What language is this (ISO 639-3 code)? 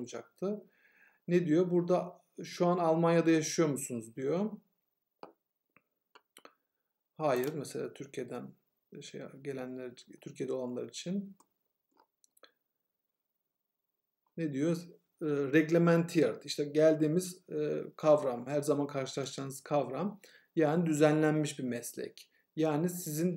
tur